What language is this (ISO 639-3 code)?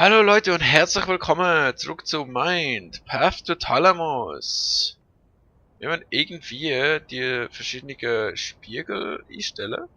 gsw